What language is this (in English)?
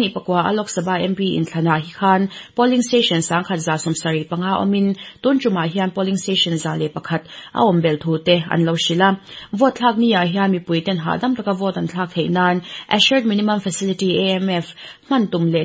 Mizo